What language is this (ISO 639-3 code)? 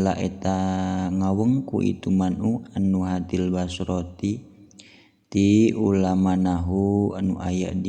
sun